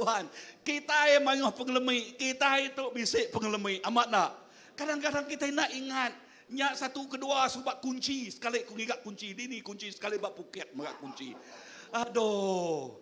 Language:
Iban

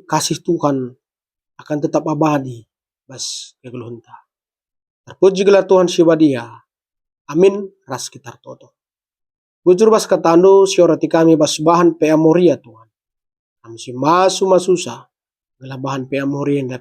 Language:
Batak Karo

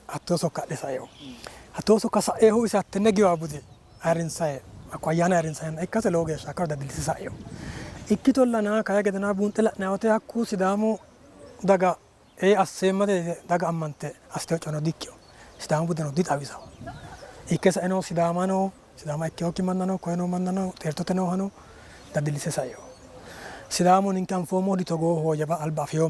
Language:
Sidamo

